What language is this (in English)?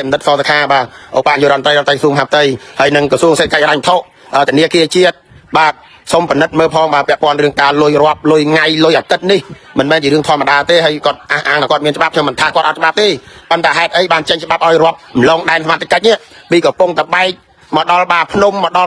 Khmer